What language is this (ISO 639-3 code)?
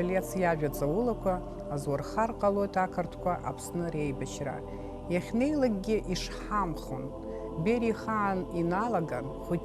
abk